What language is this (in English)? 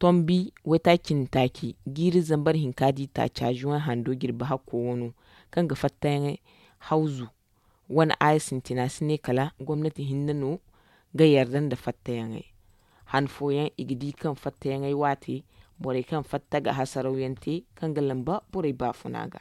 Zarma